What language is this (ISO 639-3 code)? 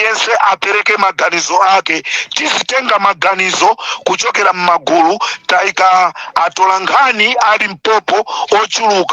nya